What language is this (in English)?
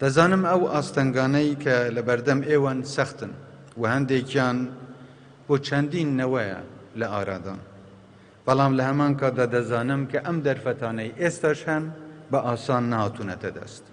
Central Kurdish